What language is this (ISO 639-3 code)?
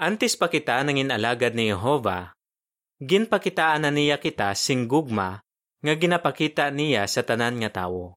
hil